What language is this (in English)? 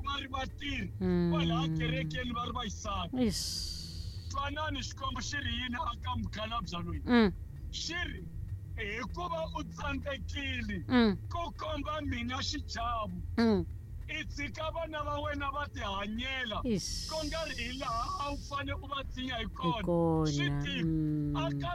Tsonga